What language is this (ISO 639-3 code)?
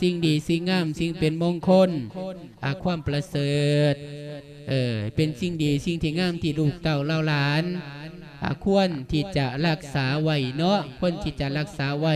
lao